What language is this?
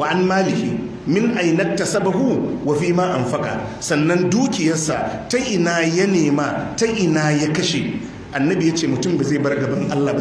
Hausa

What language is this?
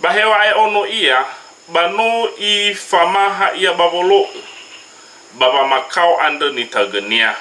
Nias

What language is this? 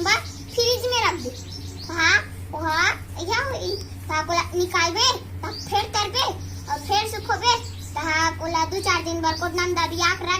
Chhattisgarhi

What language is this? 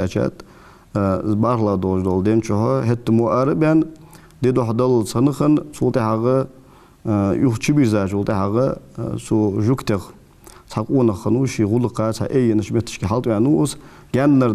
Ingush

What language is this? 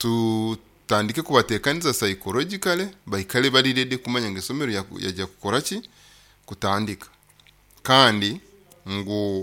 Nyoro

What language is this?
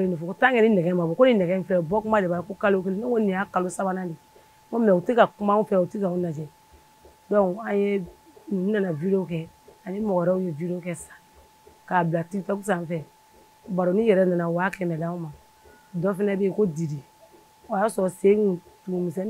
Bambara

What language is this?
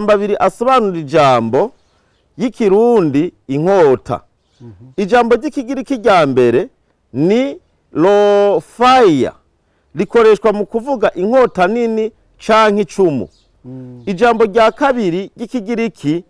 Rundi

